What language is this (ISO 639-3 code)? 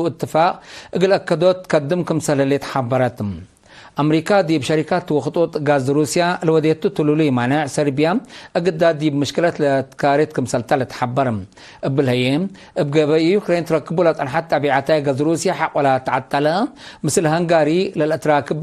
tig